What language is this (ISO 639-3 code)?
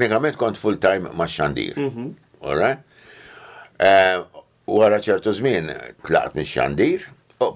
mlt